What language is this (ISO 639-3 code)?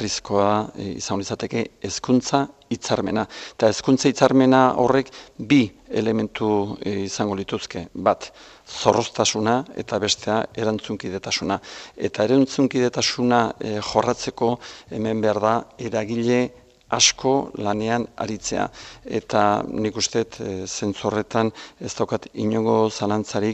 eus